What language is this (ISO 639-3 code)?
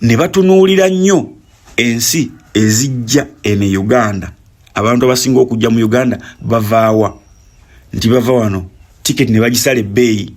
lug